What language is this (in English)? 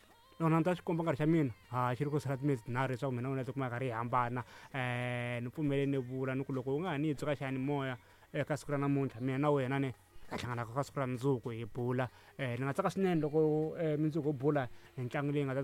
Tsonga